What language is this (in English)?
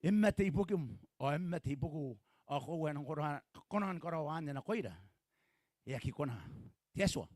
Gilbertese